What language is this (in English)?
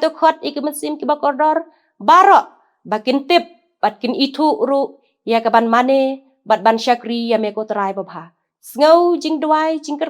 Khasi